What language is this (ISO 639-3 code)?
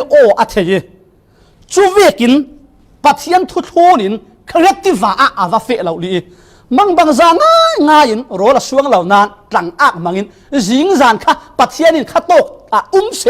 cfm